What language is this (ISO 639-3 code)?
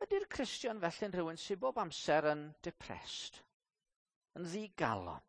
cym